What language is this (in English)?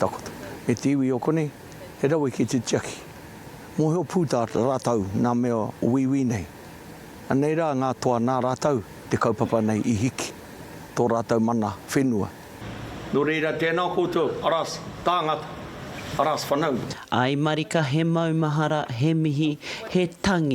Māori